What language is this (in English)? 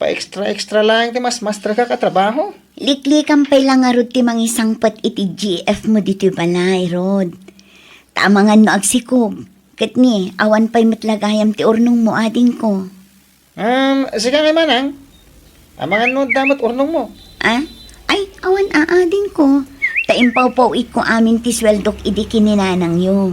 Iloko